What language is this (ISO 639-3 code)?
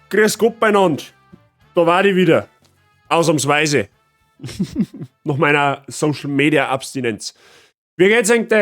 bar